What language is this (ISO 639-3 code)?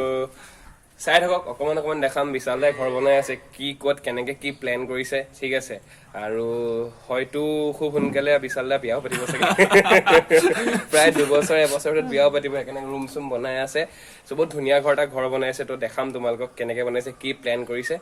asm